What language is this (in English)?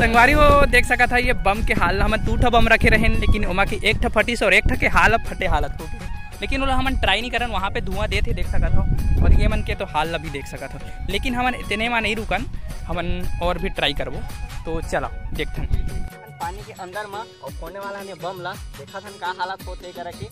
Chhattisgarhi